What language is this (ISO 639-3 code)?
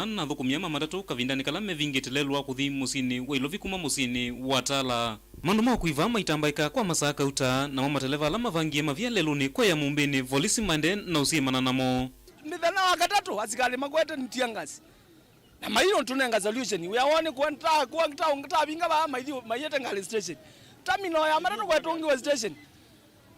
kam